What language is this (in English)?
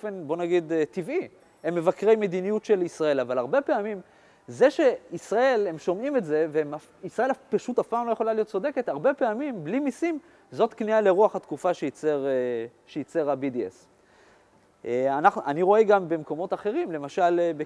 Hebrew